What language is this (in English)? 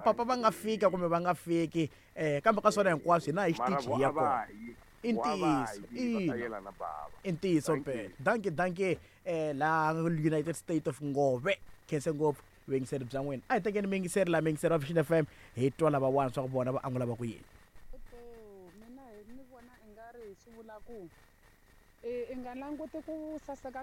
Tsonga